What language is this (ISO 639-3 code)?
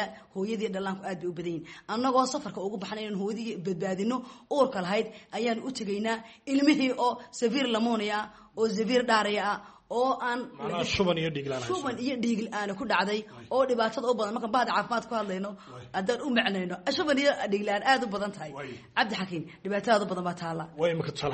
som